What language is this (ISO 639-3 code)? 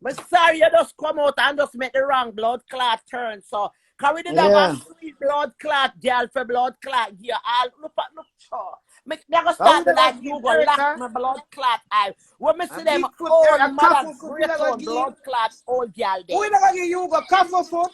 jam